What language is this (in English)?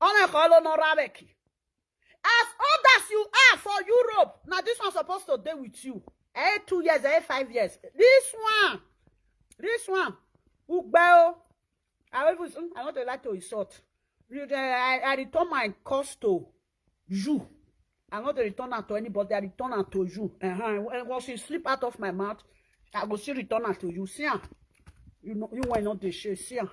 Nigerian Pidgin